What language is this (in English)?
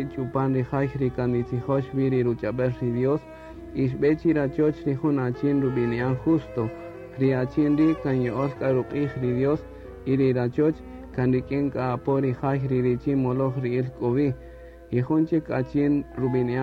Kaqchikel